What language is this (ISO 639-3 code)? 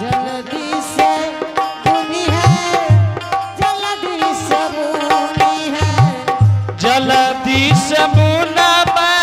anp